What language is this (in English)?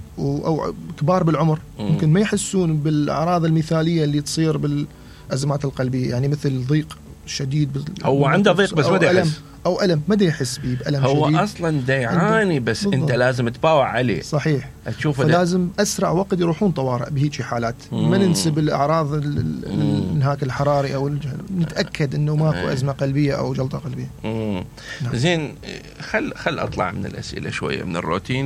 Mesopotamian Arabic